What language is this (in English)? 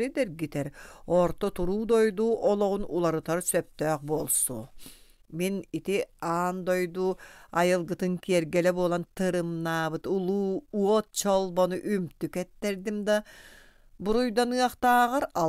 Yakut